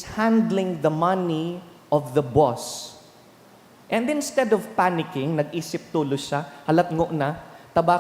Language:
Bikol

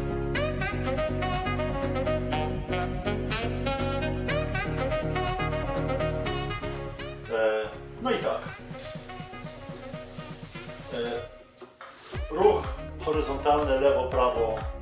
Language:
Polish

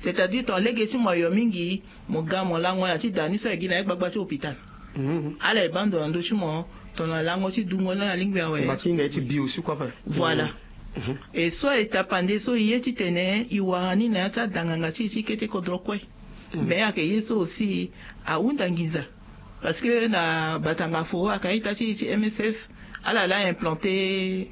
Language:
Sango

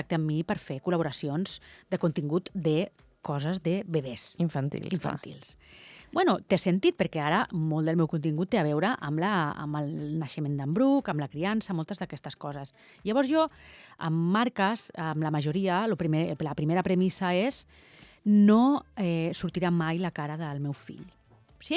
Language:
Catalan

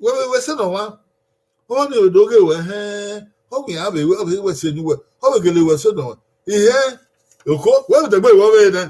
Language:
Bini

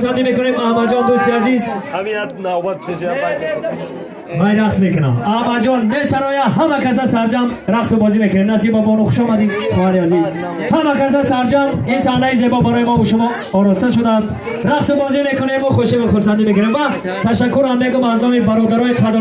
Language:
Tajik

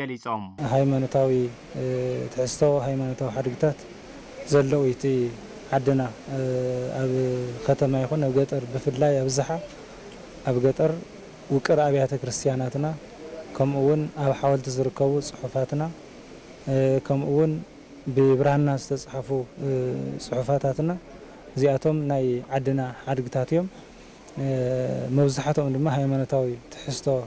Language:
Tigrinya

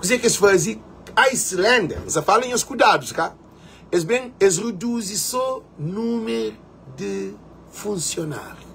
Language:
Kabuverdianu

